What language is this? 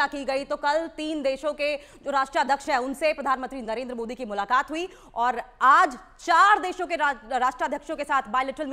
Hindi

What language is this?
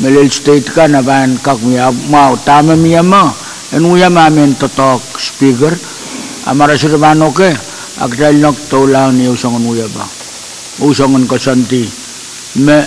Pohnpeian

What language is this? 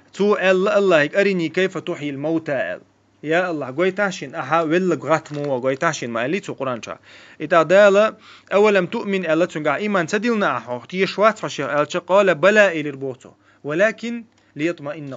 Chechen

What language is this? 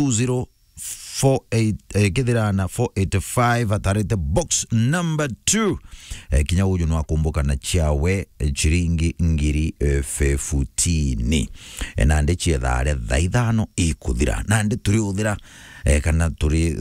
Meru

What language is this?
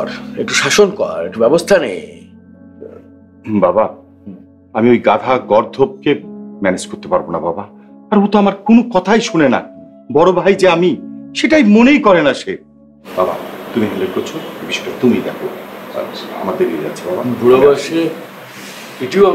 Bangla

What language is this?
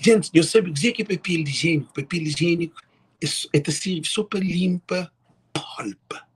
Kabuverdianu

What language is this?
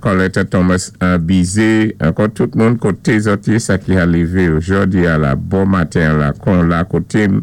Saint Lucian Creole French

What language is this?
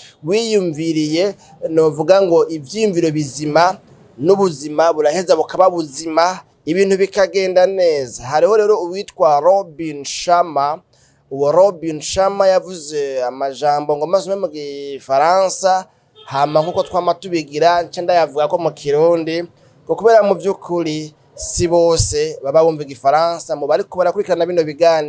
Rundi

